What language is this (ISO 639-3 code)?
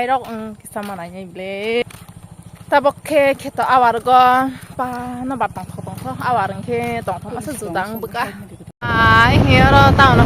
trp